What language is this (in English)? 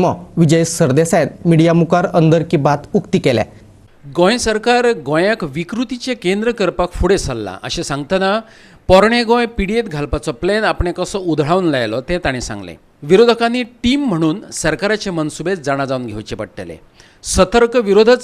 Konkani